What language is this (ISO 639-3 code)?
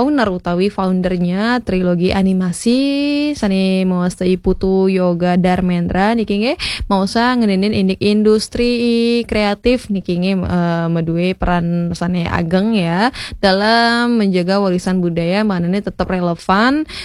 ban